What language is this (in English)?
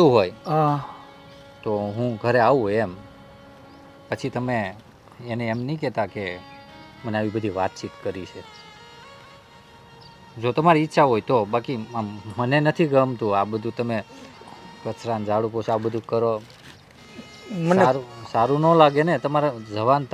Gujarati